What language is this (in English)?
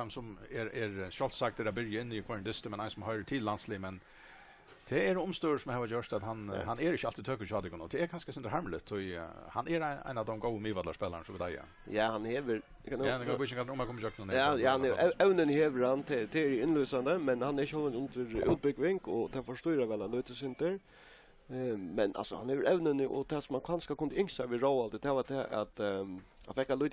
Faroese